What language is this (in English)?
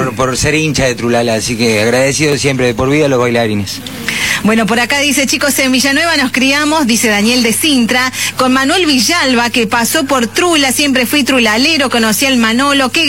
Spanish